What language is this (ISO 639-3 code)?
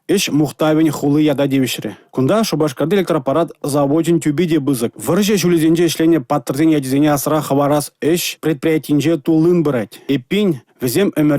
chv